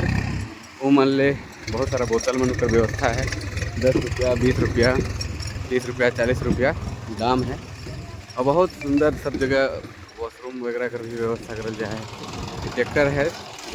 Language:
Sadri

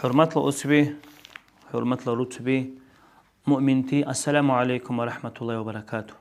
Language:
Dargwa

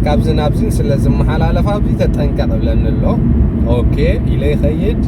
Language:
Tigrinya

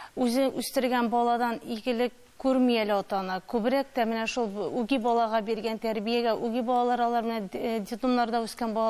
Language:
Tatar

